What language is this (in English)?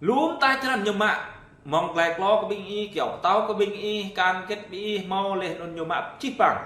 Jarai